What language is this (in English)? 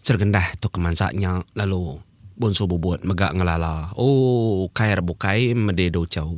Iban